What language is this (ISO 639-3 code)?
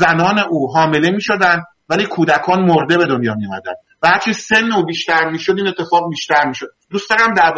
fas